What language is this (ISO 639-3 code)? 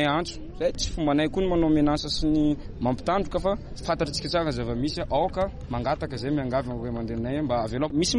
mlg